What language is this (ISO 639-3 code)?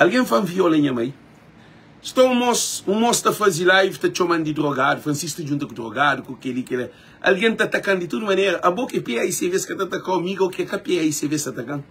kea